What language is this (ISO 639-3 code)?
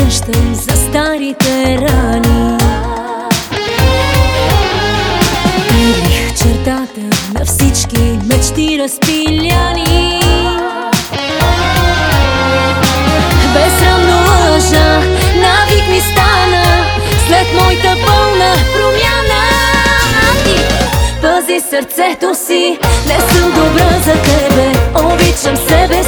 bul